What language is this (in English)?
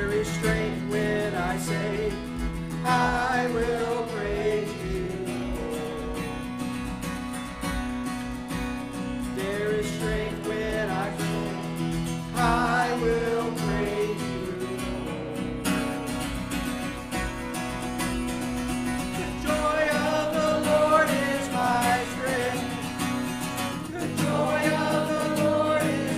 English